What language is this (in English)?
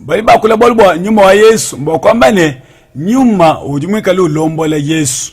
Luba-Lulua